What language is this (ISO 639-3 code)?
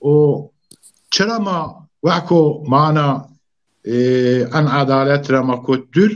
zza